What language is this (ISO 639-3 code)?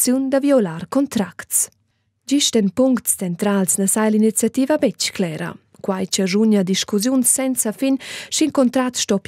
roh